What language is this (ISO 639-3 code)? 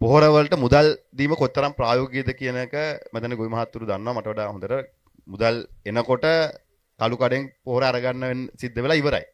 sin